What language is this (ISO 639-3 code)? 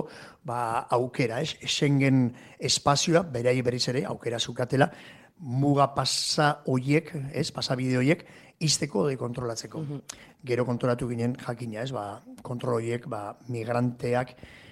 eus